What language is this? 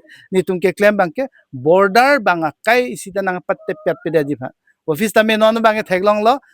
Karbi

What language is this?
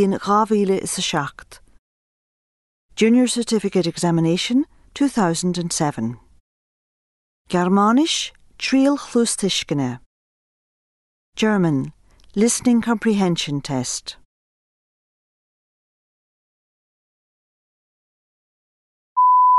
German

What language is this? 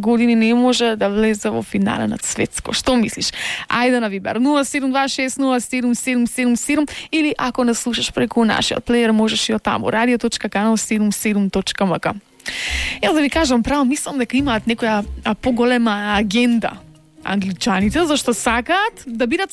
Macedonian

